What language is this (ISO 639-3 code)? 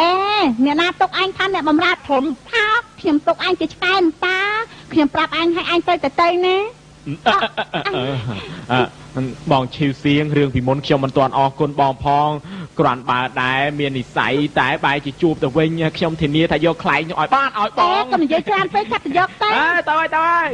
khm